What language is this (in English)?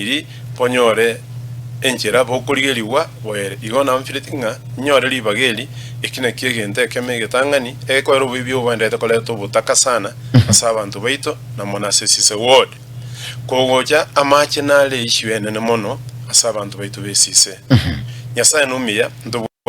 Gusii